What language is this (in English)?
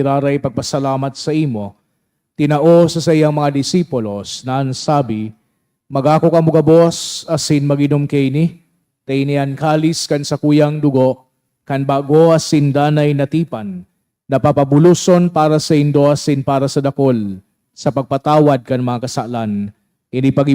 Bikol